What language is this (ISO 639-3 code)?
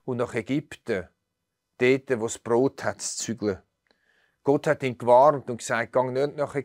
gsw